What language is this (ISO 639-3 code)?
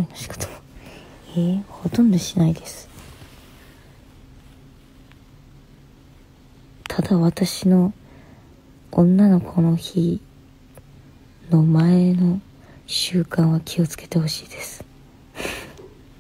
jpn